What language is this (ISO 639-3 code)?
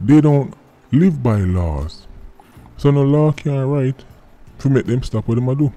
jam